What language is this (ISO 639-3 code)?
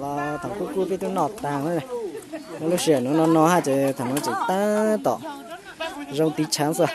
hmn